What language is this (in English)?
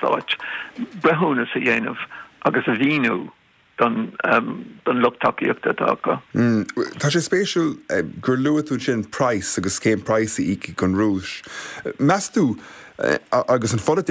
Irish